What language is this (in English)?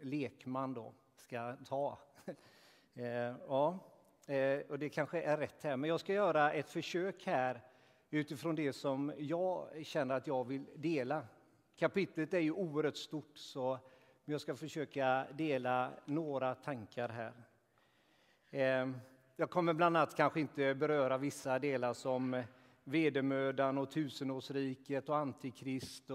Swedish